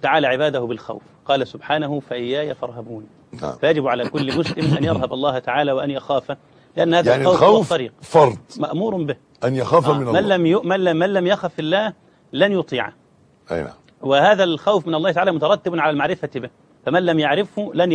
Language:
Arabic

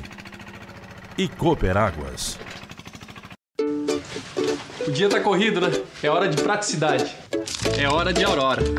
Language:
Portuguese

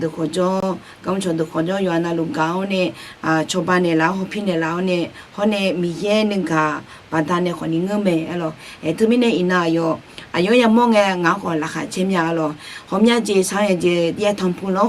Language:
Akha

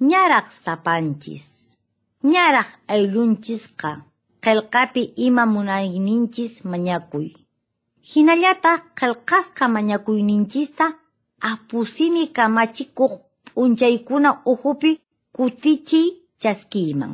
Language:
Quechua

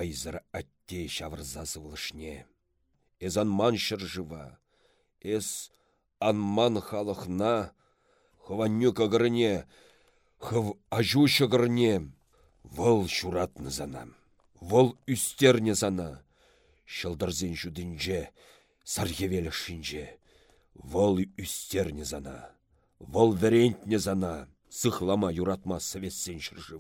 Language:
Chuvash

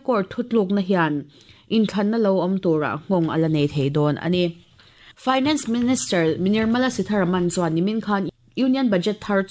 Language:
Mizo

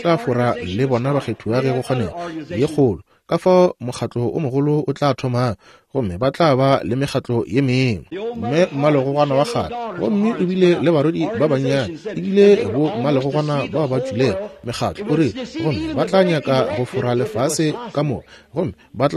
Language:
Northern Sotho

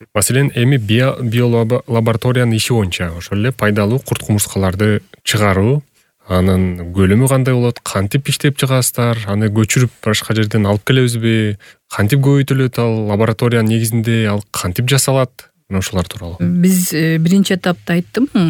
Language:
Kyrgyz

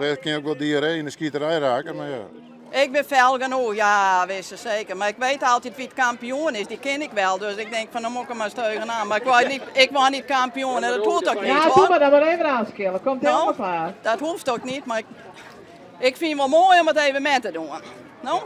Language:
Western Frisian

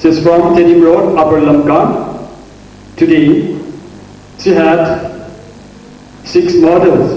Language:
Paite Chin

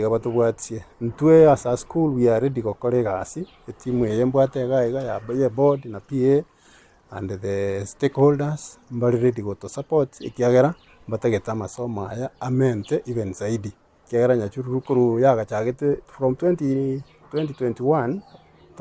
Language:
Gusii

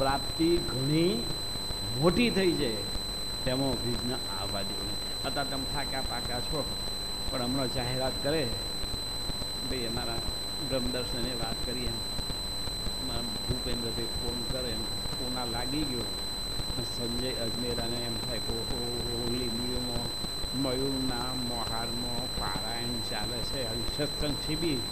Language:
Gujarati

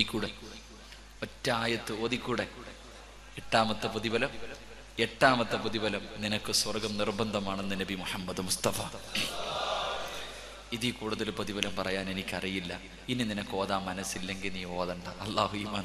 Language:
Malayalam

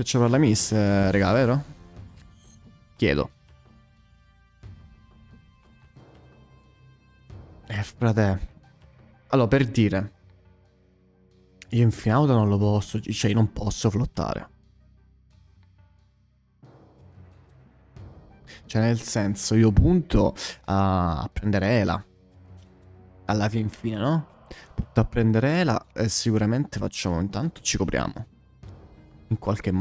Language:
Italian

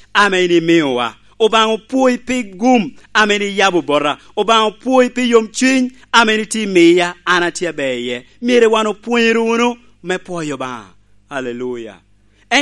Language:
Lango (Uganda)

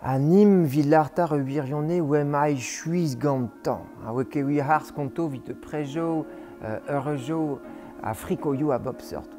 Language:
Breton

